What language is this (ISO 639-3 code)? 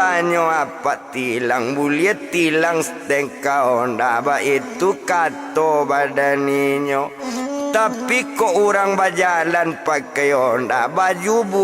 min